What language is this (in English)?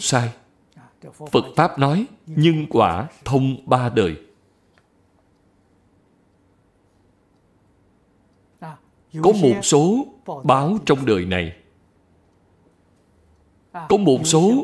Vietnamese